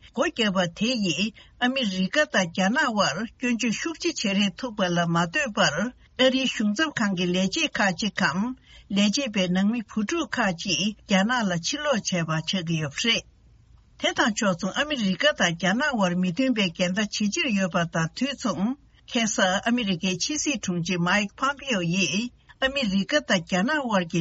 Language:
Tibetan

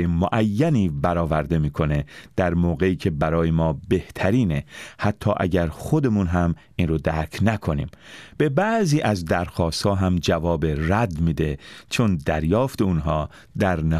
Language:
Persian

